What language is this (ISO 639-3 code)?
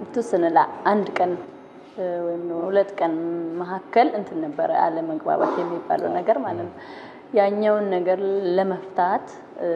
amh